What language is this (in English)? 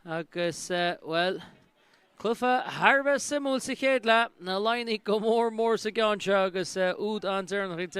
Irish